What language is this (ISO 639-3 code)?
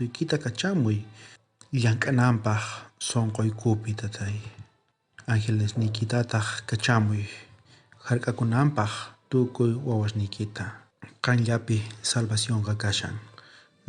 quh